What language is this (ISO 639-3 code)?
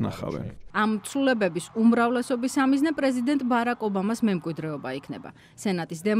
kat